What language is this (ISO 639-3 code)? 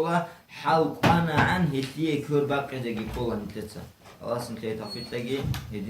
ava